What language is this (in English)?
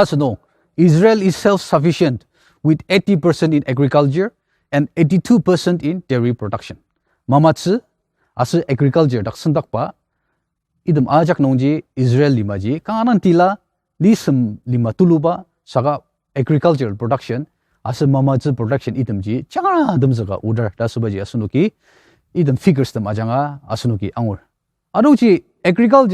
Ao Naga